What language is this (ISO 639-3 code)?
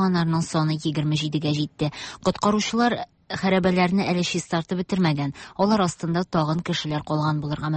tat